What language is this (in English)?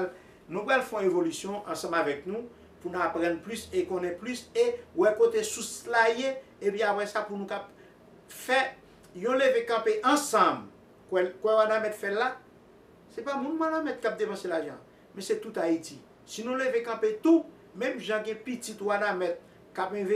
Haitian Creole